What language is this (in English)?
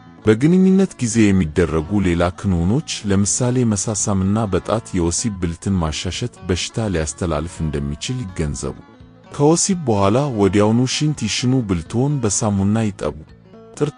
Amharic